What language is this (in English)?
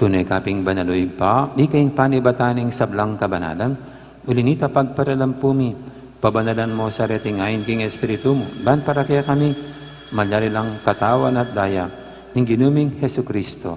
Pampanga